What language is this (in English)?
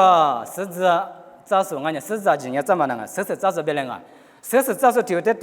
Lisu